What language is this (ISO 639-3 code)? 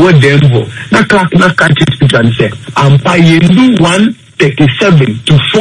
aka